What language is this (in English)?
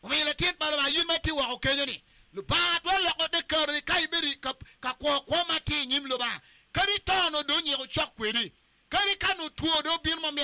Acoli